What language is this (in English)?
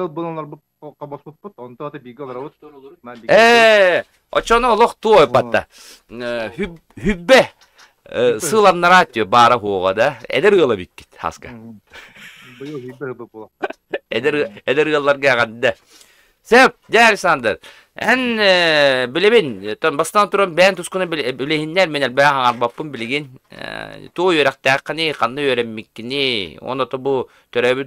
Yakut